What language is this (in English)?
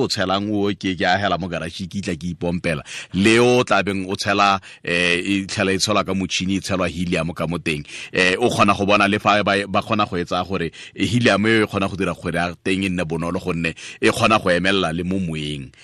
Tswana